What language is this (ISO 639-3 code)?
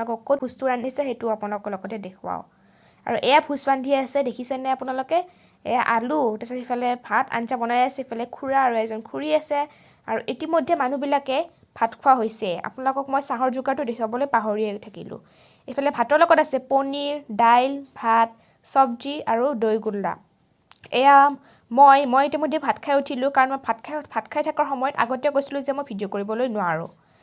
asm